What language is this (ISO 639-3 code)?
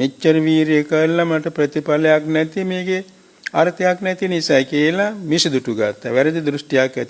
sin